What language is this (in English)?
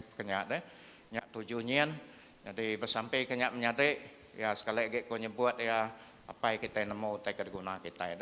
Iban